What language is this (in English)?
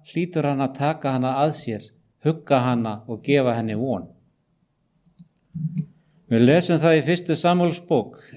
Icelandic